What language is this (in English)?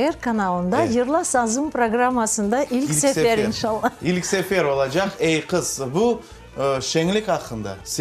Crimean Tatar